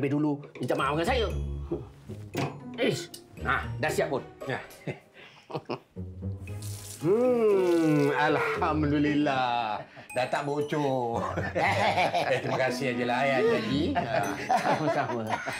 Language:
Malay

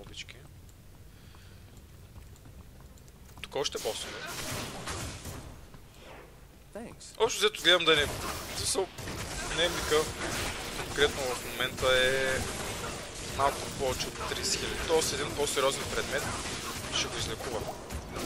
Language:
Bulgarian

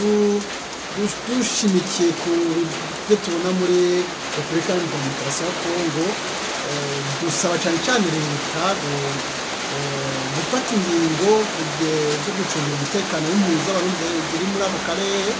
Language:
Rundi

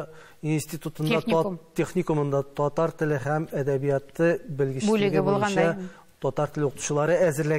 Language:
Tatar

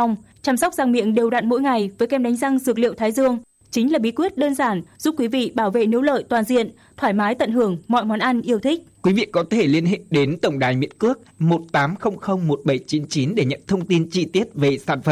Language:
Vietnamese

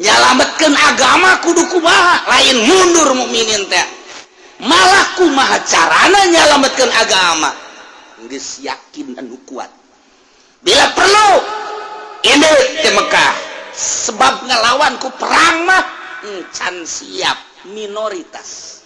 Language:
Sundanese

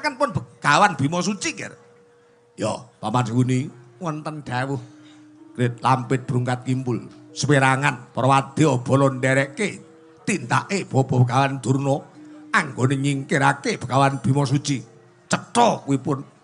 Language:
Javanese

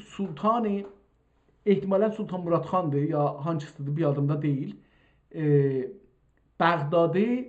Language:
South Azerbaijani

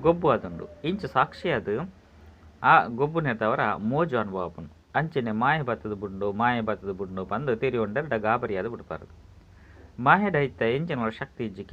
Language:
Tulu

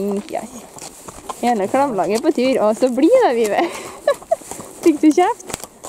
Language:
Norwegian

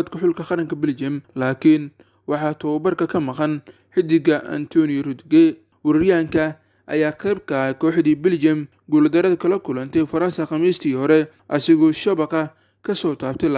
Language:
Somali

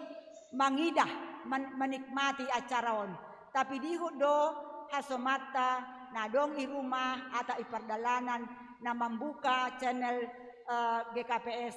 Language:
Batak Simalungun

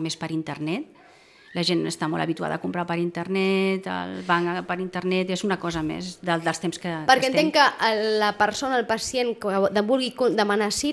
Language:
Catalan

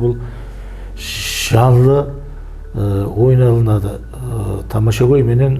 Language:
Kara-Kalpak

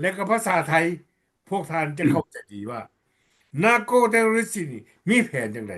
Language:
Lao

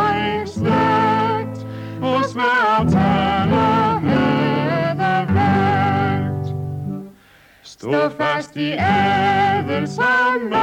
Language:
Danish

